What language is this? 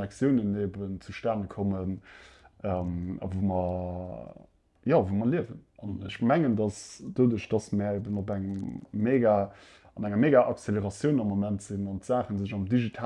Luxembourgish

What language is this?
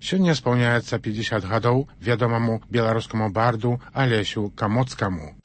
Belarusian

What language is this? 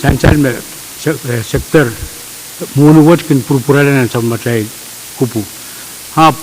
Pohnpeian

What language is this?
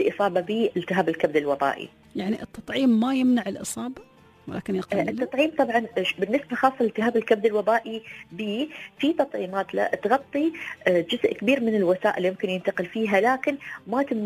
Gulf Arabic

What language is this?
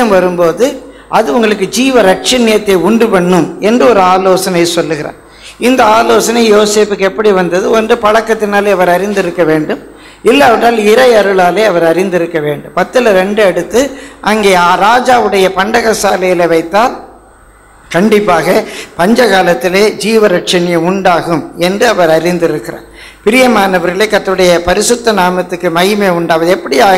Tamil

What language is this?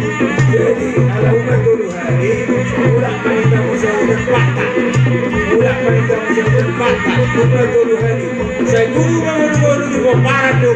Batak Toba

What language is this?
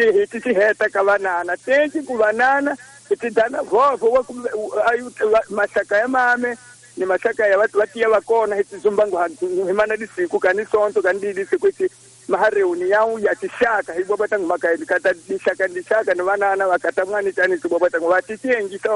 Tsonga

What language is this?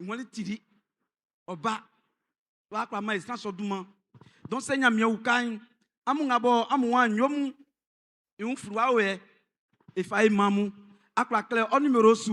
Baoulé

